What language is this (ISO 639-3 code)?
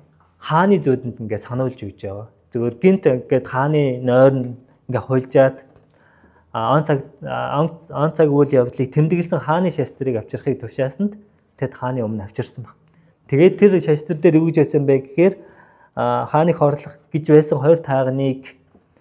mon